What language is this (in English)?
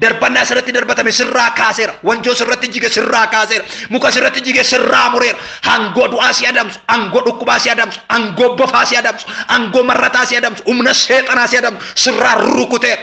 Oromo